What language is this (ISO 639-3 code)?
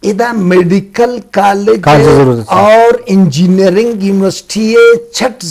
bgp